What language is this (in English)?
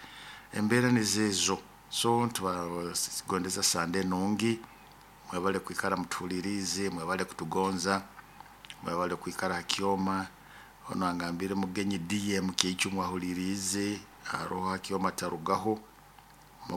Nyoro